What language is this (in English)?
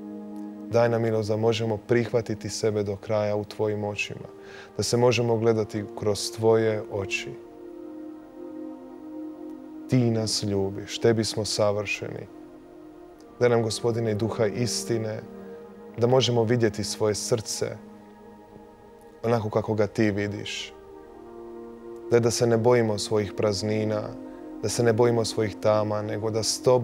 Croatian